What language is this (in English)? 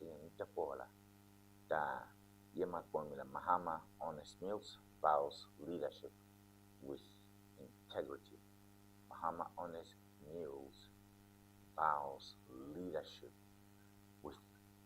Ewe